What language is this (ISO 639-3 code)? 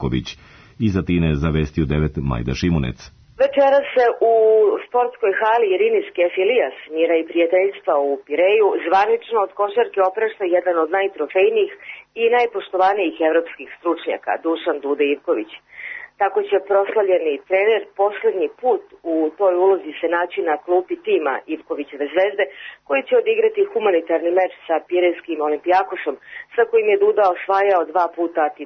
srp